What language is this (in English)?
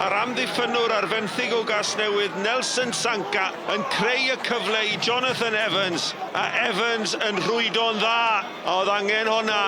Welsh